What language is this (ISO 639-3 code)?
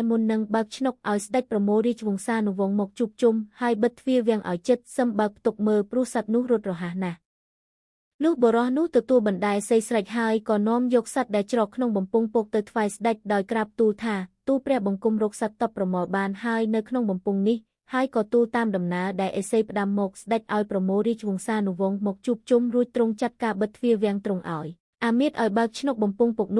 khm